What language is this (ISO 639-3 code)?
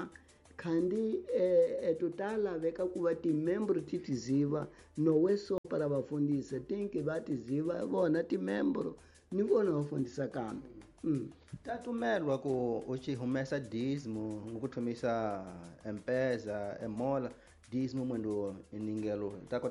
tso